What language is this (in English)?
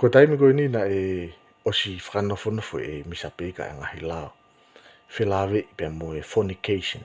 Tongan